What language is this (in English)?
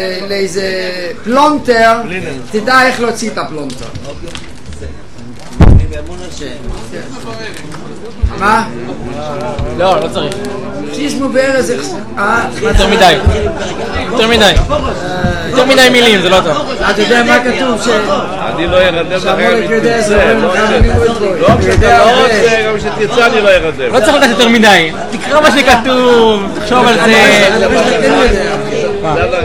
Hebrew